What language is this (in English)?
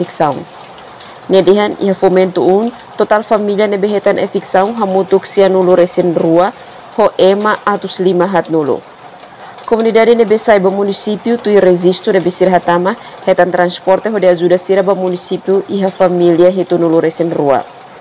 Tetum